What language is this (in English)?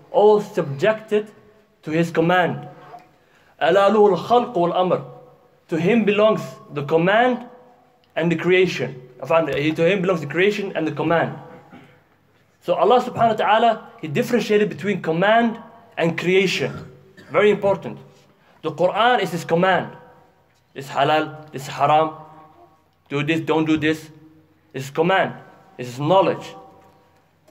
English